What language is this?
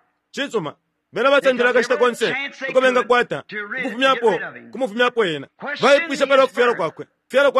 Bemba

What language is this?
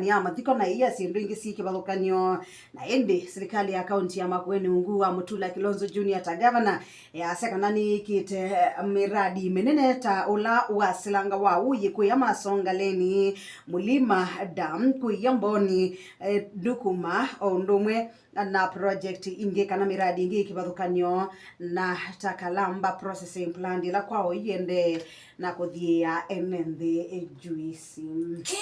Kamba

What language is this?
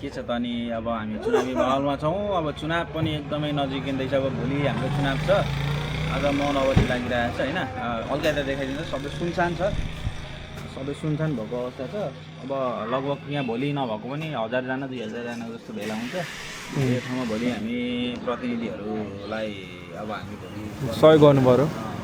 Nepali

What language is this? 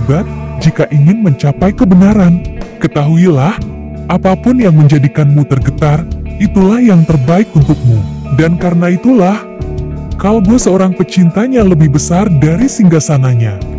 Indonesian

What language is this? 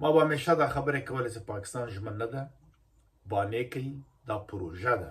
Pashto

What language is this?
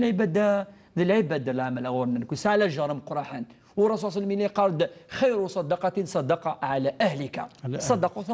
Kabyle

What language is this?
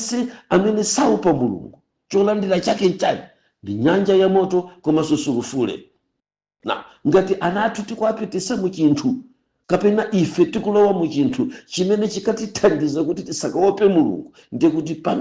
Nyanja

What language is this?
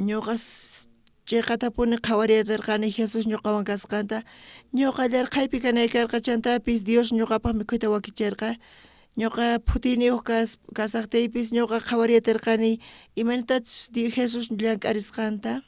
South Bolivian Quechua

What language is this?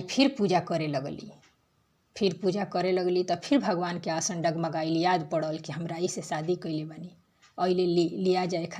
Bhojpuri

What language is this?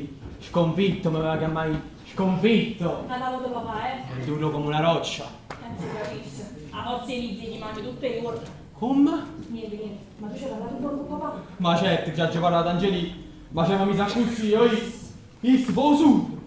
Neapolitan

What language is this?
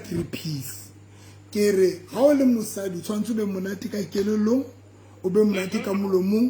Southern Sotho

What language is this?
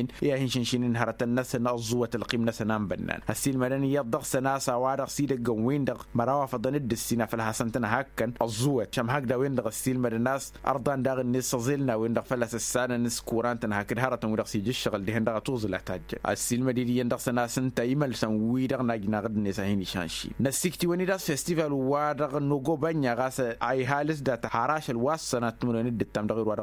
Tamasheq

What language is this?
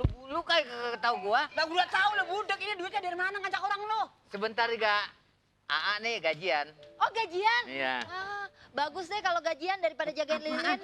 Betawi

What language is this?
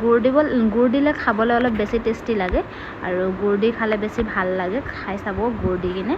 Assamese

